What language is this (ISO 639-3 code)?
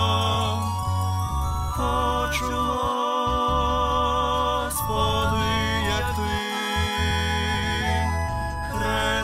ukr